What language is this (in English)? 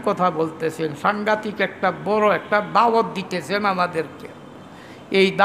Bangla